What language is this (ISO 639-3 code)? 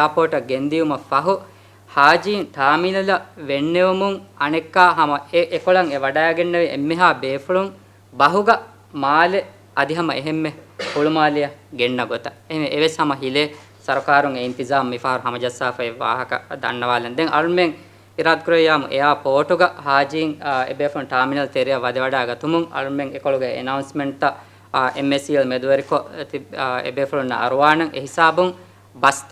div